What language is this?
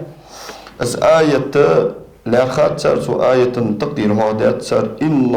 Ingush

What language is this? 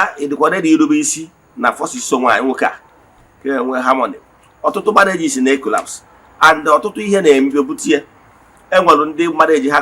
Igbo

